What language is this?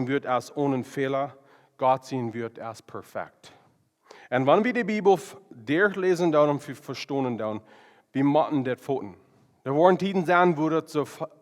Plautdietsch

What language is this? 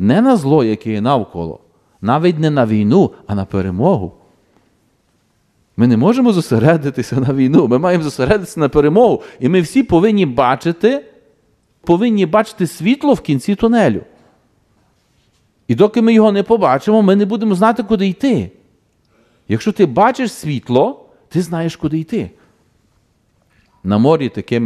Ukrainian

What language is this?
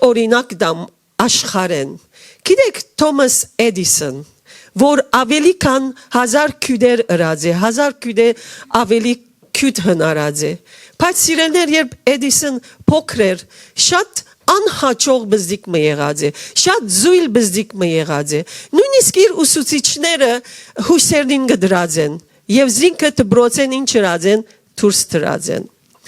Western Armenian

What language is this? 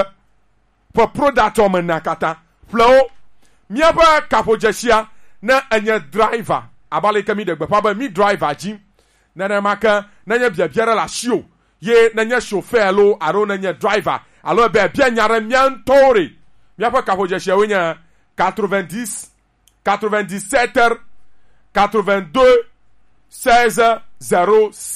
Gen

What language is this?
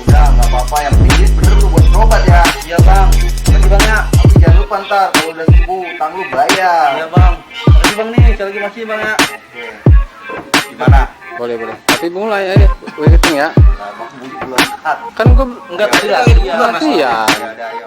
Betawi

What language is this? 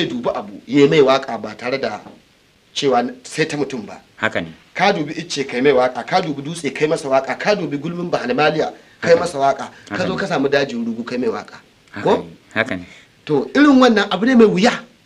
Hausa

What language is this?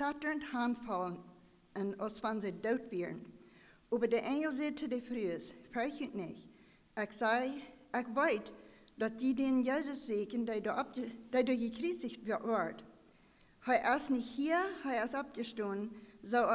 Plautdietsch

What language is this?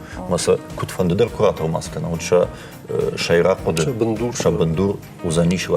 Ossetic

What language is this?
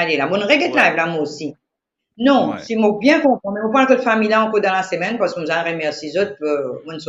Morisyen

